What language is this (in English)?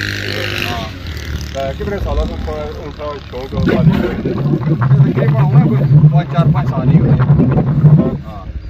Pahari-Potwari